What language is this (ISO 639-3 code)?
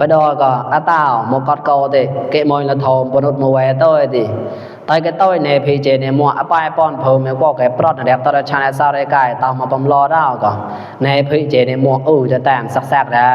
mnw